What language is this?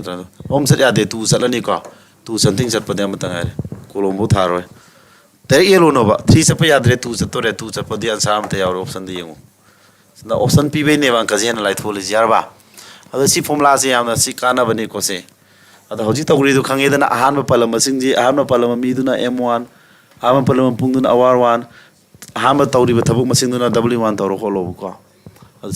Manipuri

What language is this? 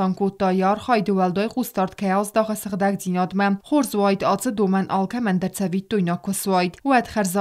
Ossetic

